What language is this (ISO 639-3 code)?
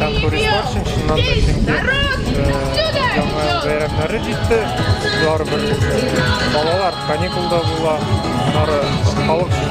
tat